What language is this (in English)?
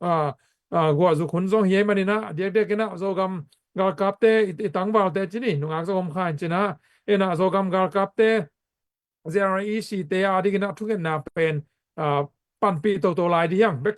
Tedim Chin